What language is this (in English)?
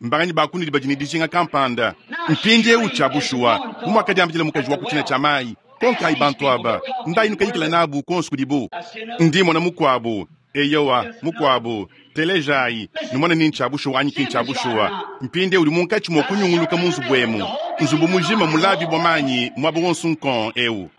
Luba-Lulua